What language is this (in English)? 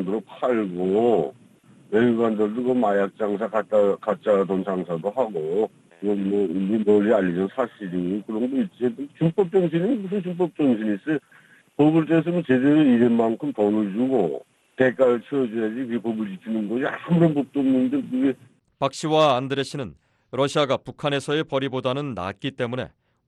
Korean